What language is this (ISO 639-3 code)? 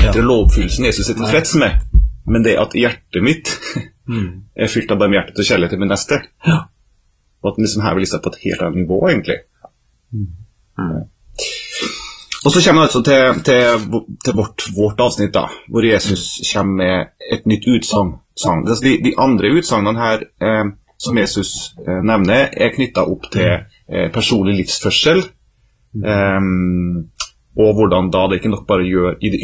nor